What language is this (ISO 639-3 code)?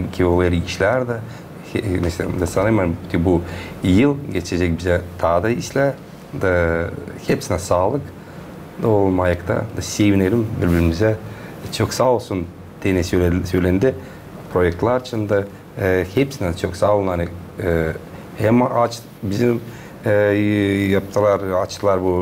gag